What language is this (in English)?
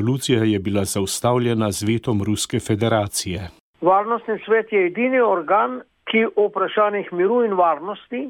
Slovenian